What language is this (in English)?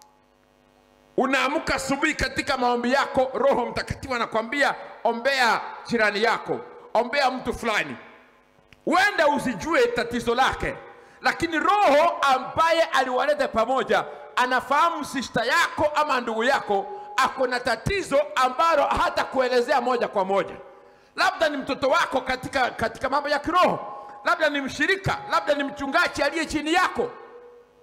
Swahili